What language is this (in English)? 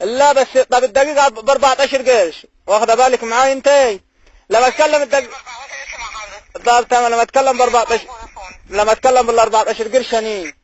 Egyptian Arabic